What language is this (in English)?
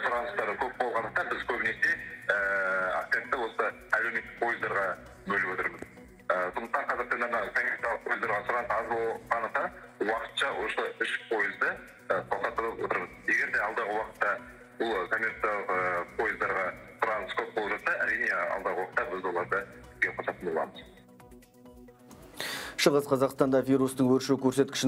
Kazakh